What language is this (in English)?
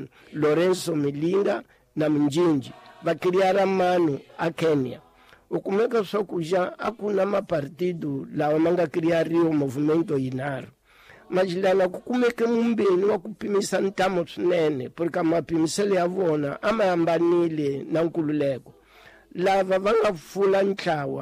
Tsonga